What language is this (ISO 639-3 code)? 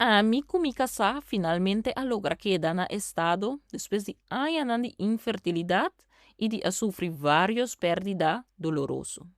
pap